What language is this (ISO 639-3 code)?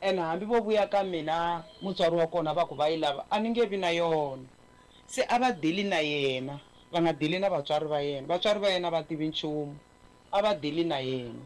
tso